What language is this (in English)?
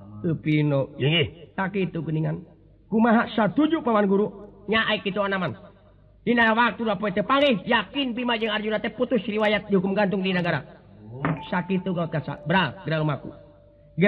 Sundanese